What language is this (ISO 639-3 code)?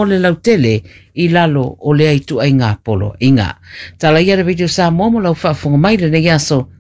smo